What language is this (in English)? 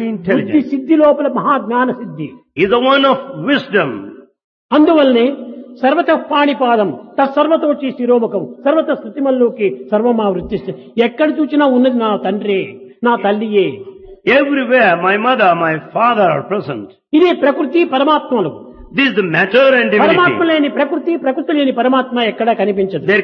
Telugu